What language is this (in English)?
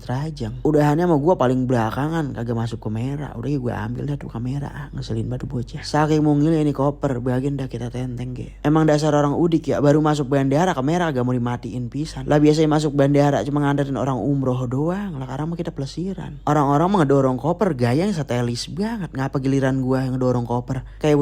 Betawi